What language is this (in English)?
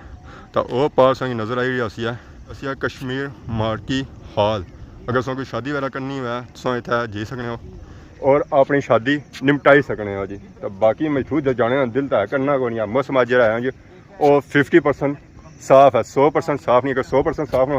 Pahari-Potwari